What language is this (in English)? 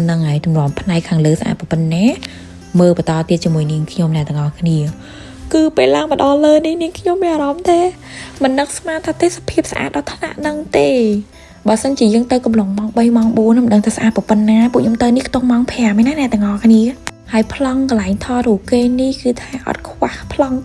Khmer